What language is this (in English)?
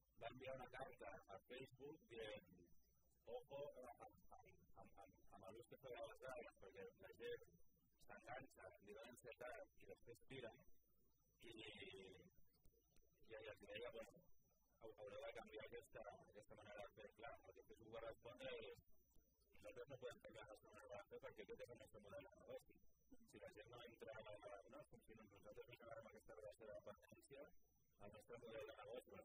Catalan